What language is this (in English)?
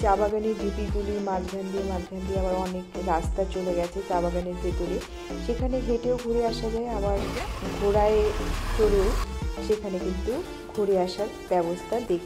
Bangla